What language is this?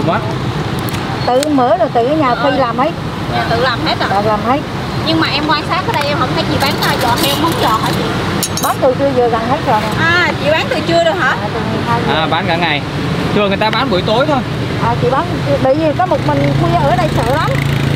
Vietnamese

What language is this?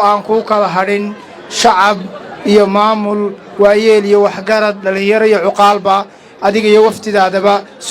Somali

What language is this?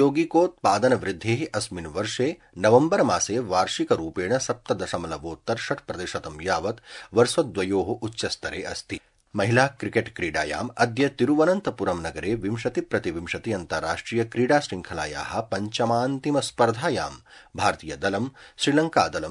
Sanskrit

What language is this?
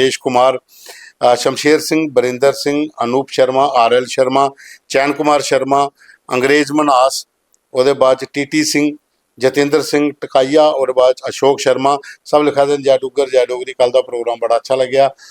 Dogri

